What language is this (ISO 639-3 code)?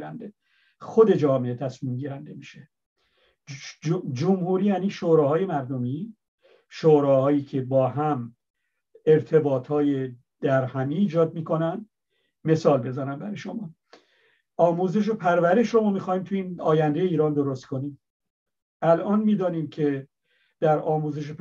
fas